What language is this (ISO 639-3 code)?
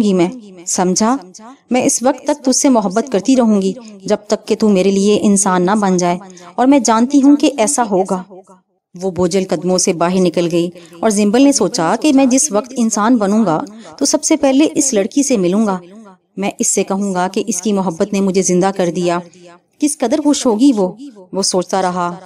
urd